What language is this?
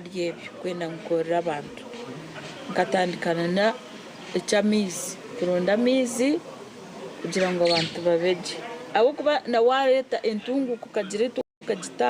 Nyankole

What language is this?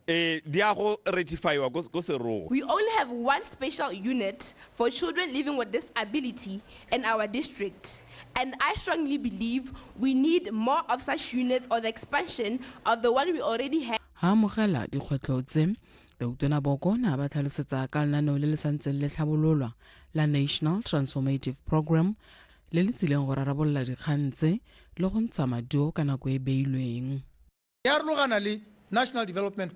Tswana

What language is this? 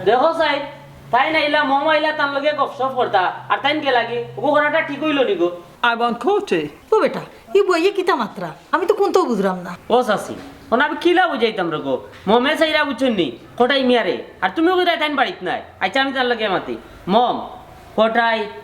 Sylheti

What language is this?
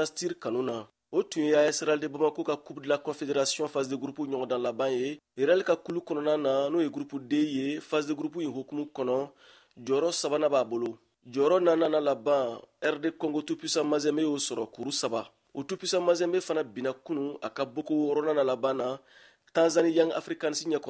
Bambara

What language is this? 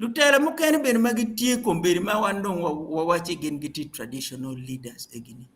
Acoli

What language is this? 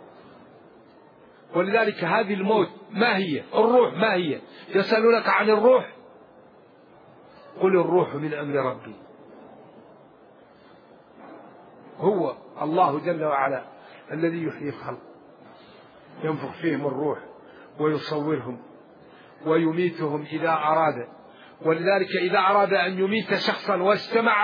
Arabic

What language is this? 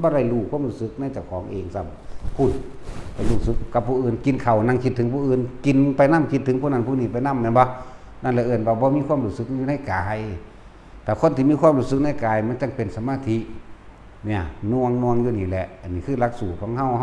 Northeastern Thai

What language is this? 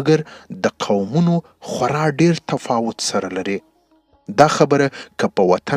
Pashto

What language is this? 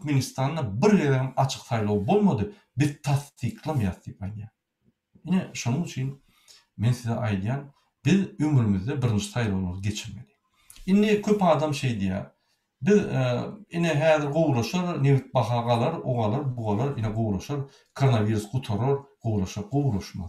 Turkmen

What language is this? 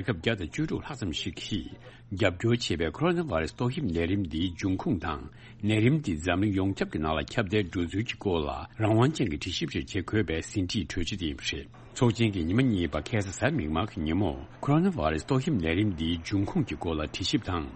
Tibetan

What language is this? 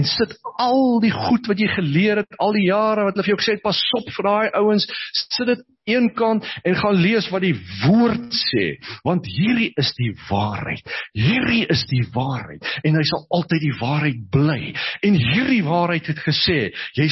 Afrikaans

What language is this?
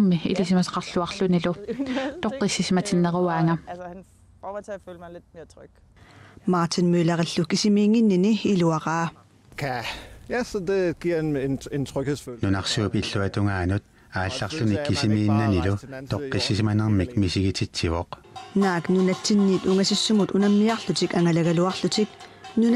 Kalaallisut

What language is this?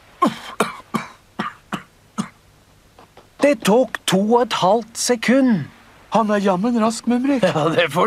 Norwegian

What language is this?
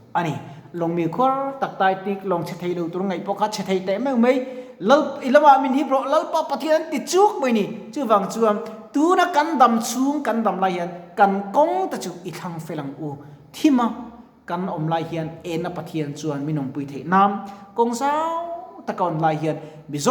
Mizo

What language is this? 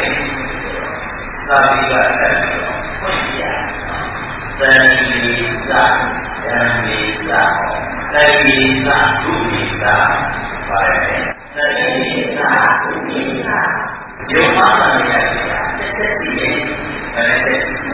Burmese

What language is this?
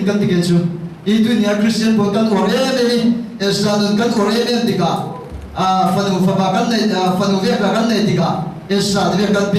Falam Chin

